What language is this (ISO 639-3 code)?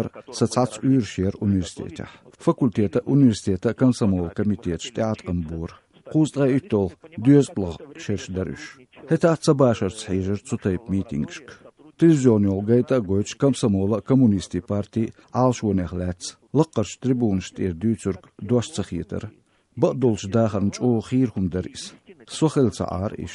che